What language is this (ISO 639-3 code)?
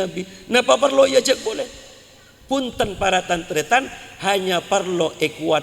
mad